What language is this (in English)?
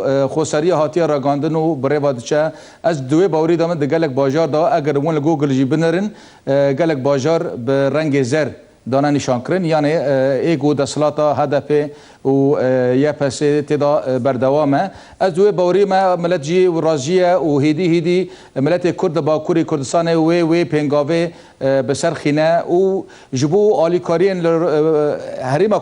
Kurdish